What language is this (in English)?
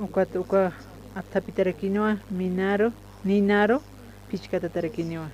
Aymara